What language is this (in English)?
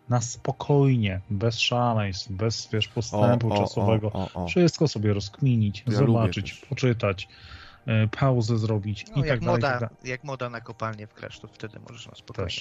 Polish